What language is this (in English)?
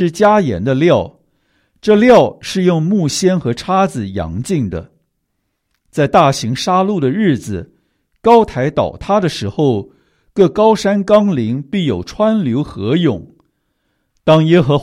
Chinese